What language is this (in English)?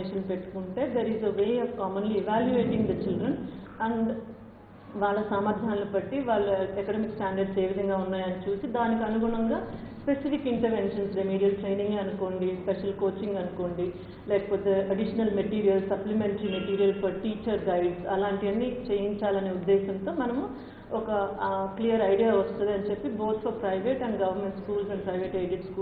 Telugu